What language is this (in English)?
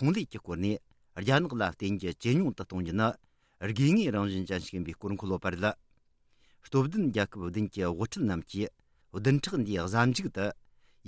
Tibetan